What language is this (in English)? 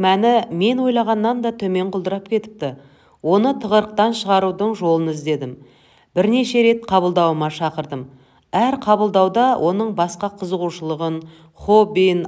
Kazakh